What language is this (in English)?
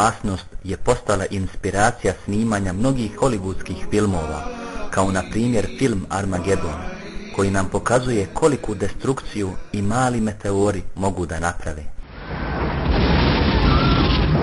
Bosnian